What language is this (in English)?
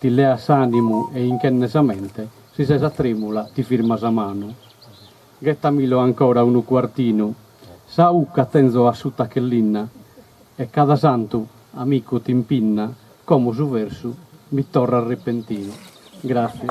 Sardinian